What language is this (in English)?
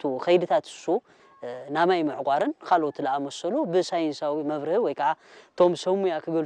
Tigrinya